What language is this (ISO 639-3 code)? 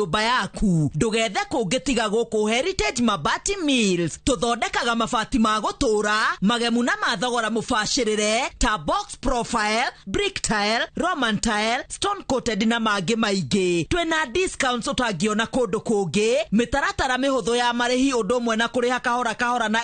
kik